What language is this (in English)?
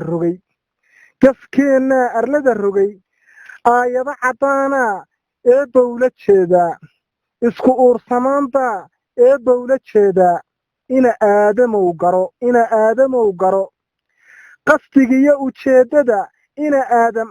Somali